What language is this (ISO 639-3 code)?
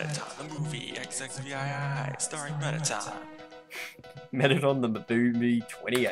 eng